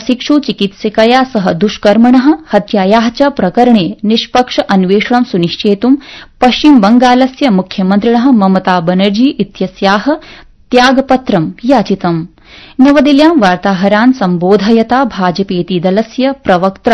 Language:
Sanskrit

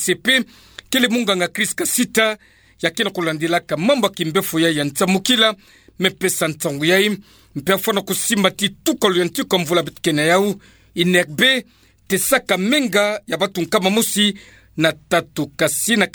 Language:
Kituba (Democratic Republic of Congo)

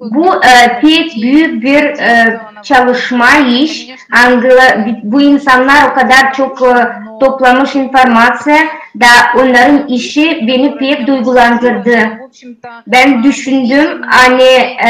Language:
Gagauz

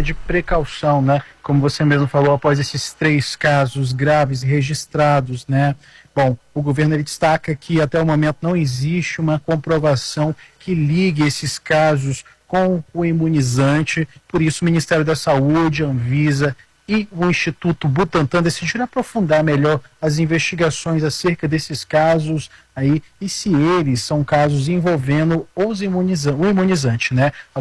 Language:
Portuguese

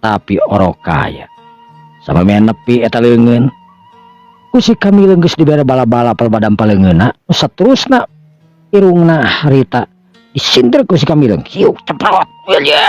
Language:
Sundanese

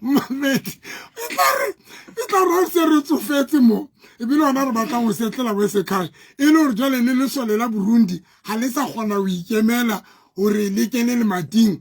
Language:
Southern Sotho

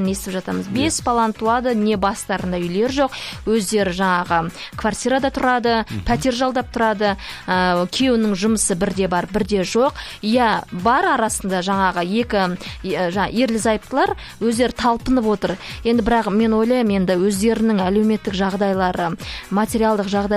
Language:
Kazakh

